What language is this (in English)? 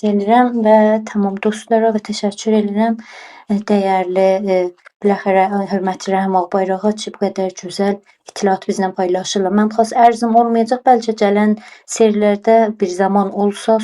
South Azerbaijani